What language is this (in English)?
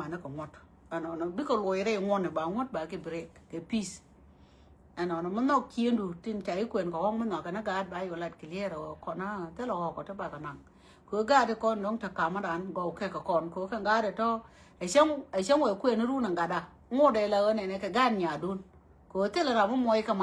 Nuer